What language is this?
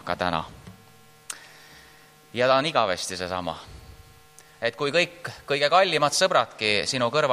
Estonian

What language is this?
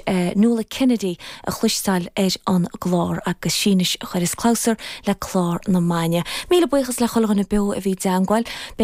Irish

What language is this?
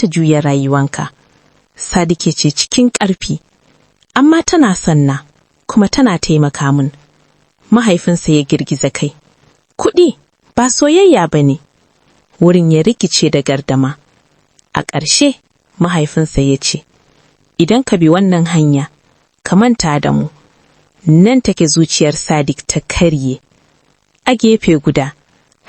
Hausa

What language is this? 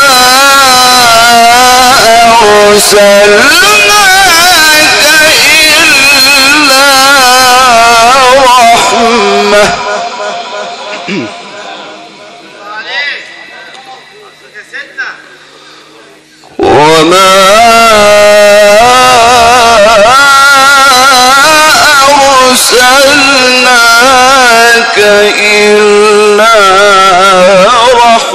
Arabic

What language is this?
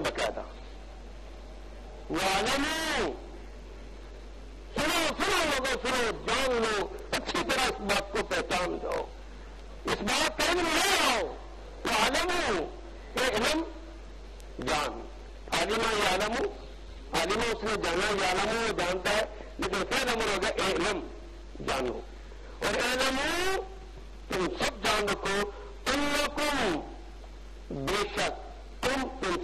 Urdu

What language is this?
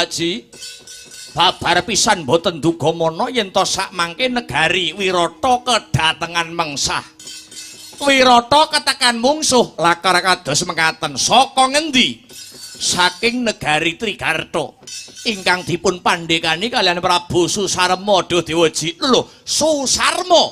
Javanese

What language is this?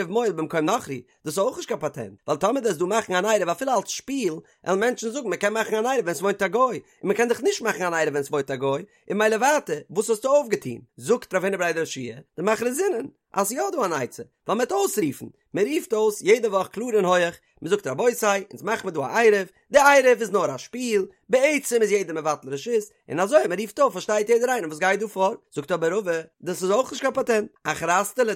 Yiddish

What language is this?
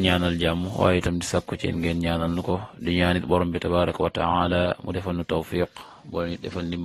Wolof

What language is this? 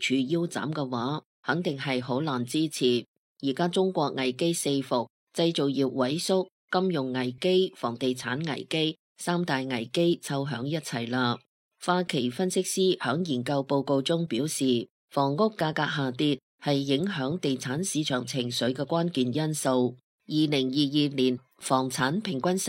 Cantonese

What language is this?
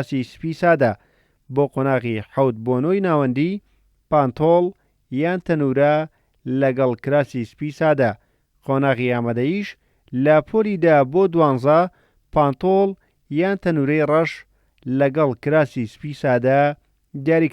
Central Kurdish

